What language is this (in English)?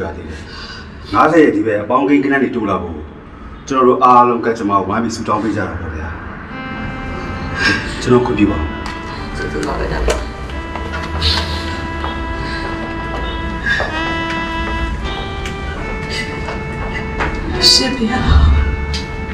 Burmese